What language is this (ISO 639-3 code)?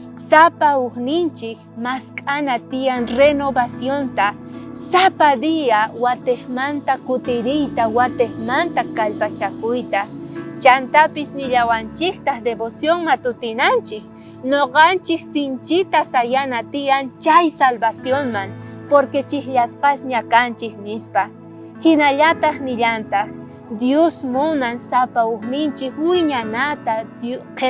quh